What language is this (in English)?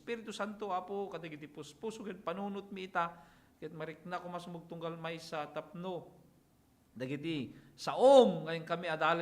Iloko